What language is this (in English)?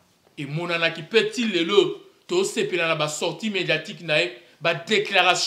Lingala